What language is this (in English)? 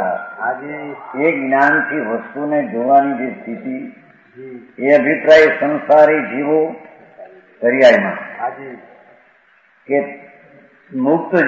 Gujarati